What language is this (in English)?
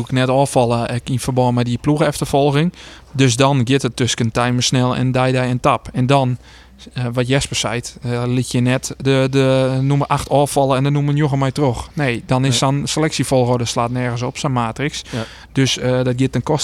Western Frisian